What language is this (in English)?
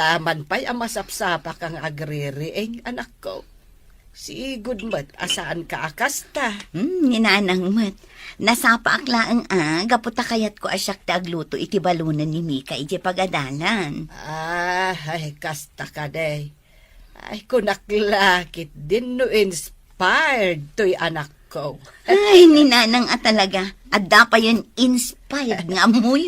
Iloko